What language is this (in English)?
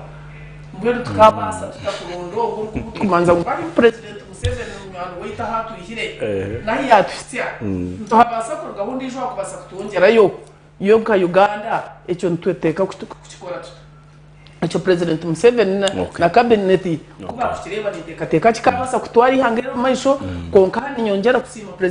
Nyankole